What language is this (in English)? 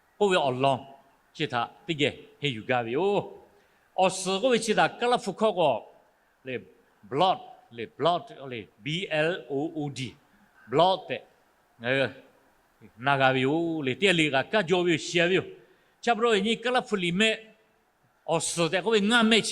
Lahu